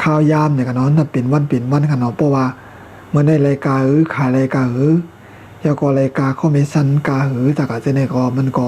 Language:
Shan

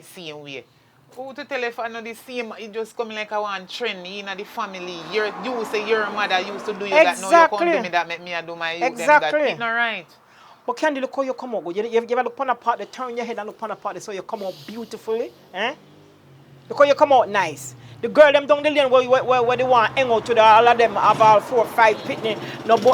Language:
Jamaican Creole English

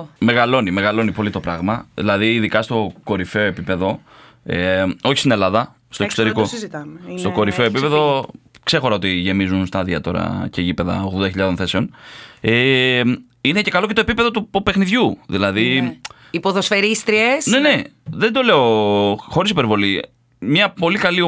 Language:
Greek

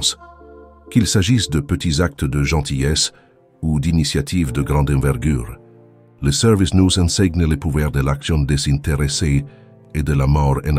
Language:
French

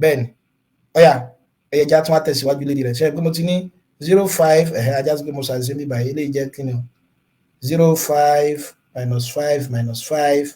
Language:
Yoruba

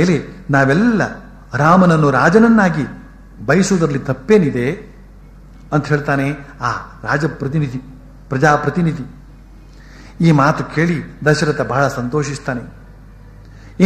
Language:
Kannada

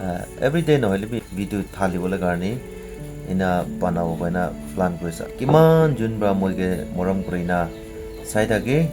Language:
Naga Pidgin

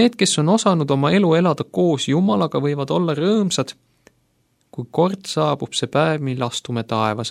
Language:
Estonian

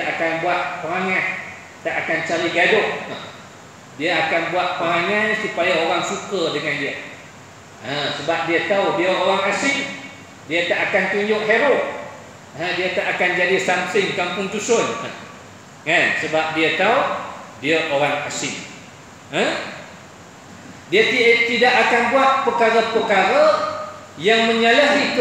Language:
Malay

